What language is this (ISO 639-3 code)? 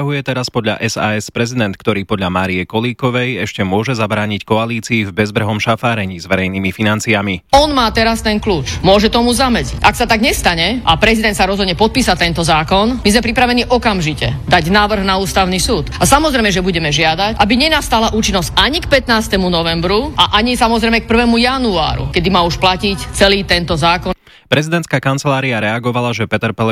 slk